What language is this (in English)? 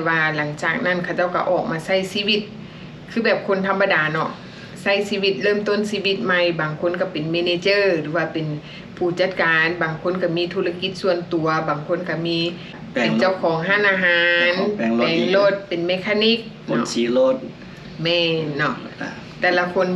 Lao